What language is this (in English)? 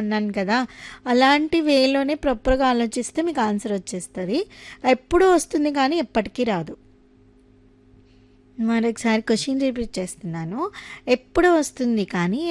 Telugu